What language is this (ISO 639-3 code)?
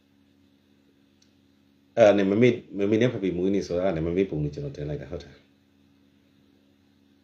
mya